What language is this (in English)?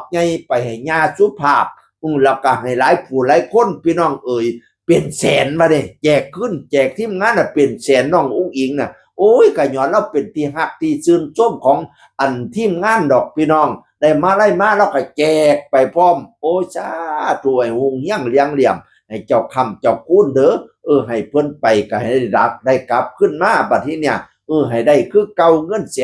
Northeastern Thai